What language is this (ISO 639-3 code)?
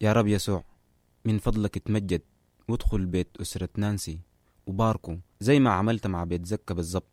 apd